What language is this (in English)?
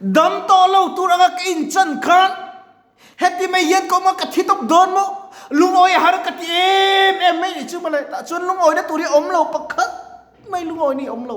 Mizo